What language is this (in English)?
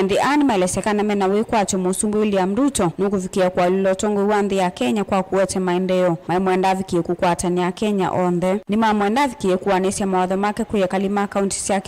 Kamba